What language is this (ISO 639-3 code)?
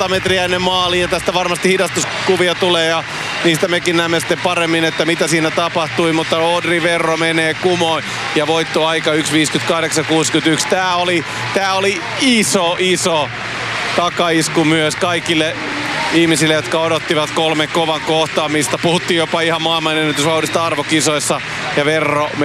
fin